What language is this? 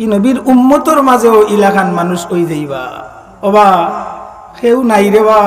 Sylheti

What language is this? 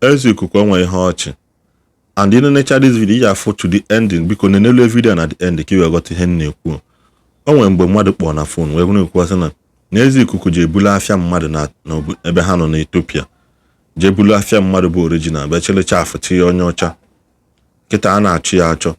Igbo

